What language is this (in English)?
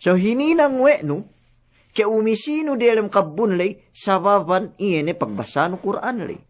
Yakan